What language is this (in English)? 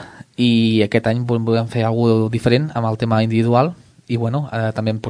Catalan